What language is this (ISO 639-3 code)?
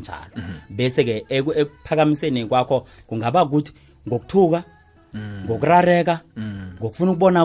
nbl